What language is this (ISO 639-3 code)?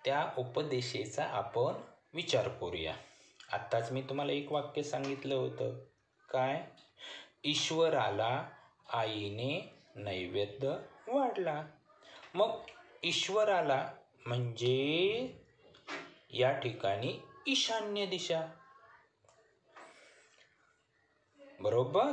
mar